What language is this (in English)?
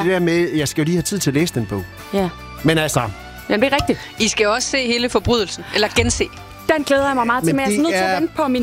Danish